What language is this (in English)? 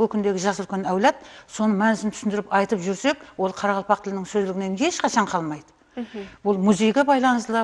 Kara-Kalpak